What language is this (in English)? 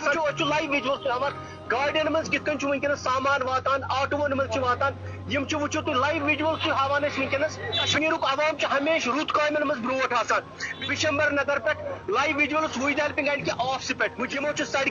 Kashmiri